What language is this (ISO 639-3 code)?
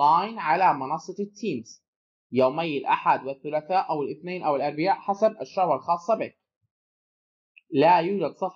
ara